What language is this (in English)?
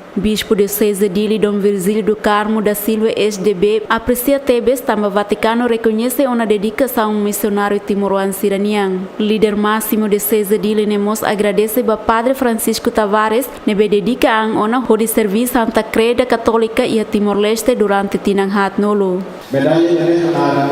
Tetum